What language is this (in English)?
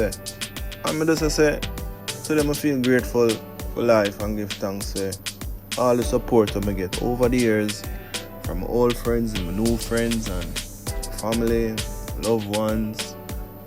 Jamaican Creole English